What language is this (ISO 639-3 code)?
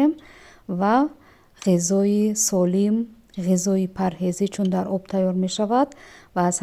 tgk